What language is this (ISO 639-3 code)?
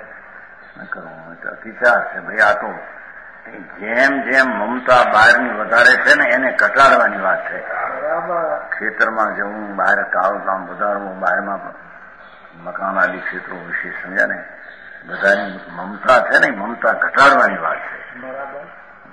guj